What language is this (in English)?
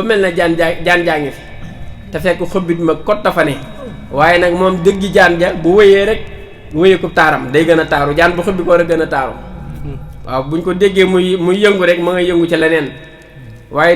Wolof